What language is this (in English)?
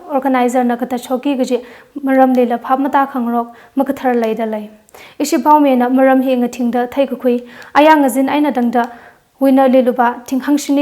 Tangkhul Naga (India)